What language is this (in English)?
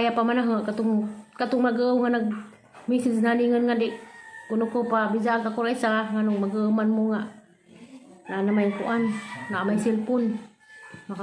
Cebuano